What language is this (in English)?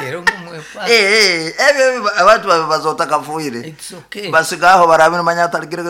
Nyankole